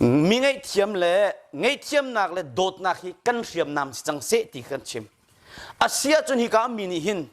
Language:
Hakha Chin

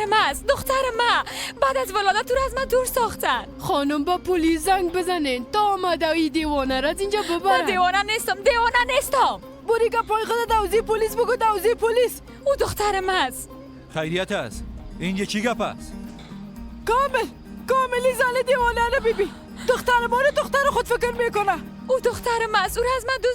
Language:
Persian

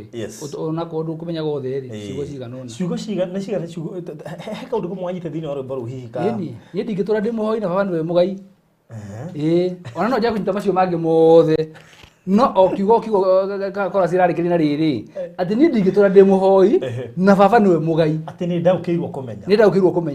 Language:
Kikuyu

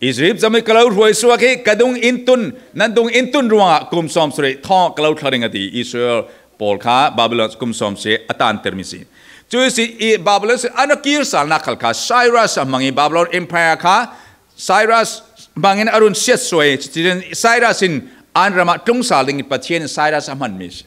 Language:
Falam Chin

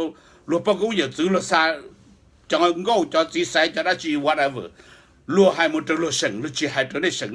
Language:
Hmong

